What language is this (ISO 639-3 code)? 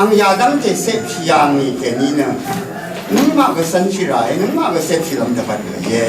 raw